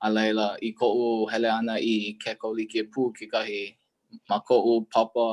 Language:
Hawaiian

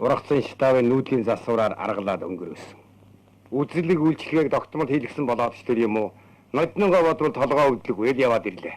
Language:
Mongolian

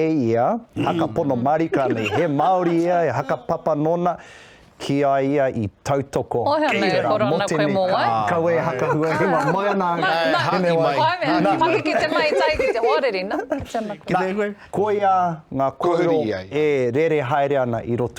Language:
Māori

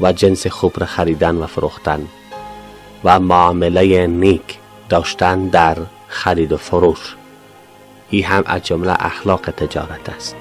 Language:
Persian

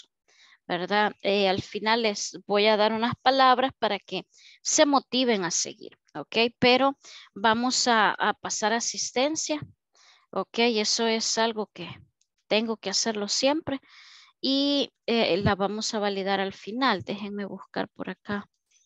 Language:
Spanish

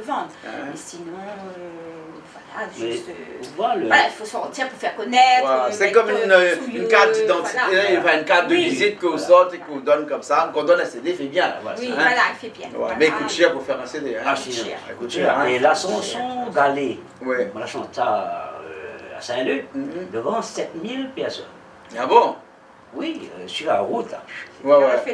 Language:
Réunion Creole French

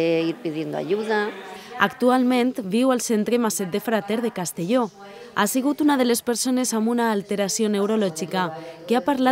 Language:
Catalan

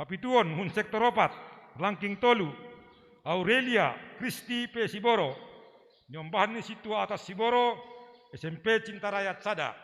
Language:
Batak Simalungun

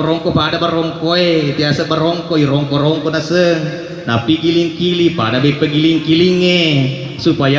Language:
Buginese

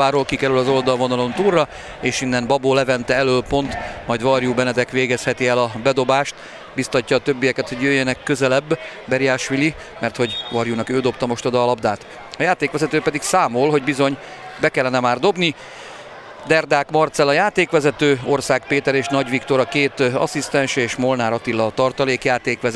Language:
Hungarian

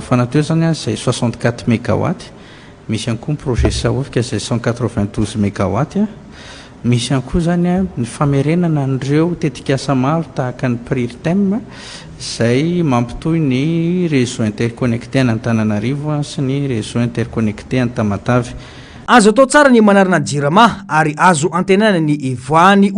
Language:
Malagasy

